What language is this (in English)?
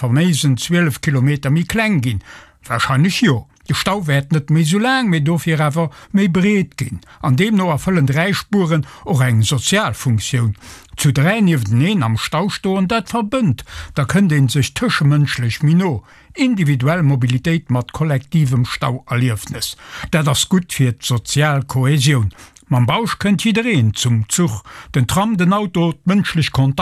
Luxembourgish